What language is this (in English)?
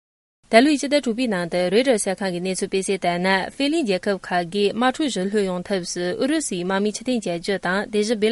Tibetan